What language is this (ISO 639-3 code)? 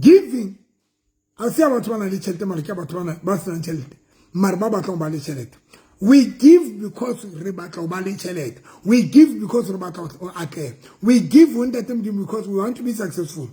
sot